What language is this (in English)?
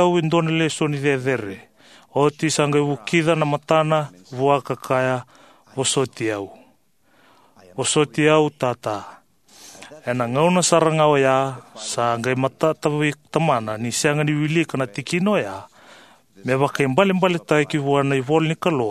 Fijian